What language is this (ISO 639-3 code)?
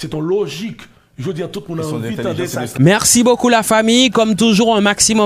hat